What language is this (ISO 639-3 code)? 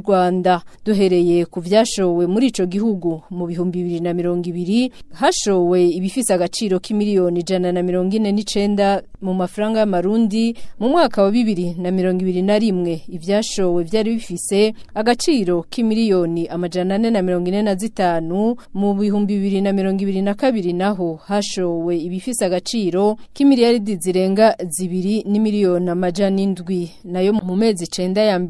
run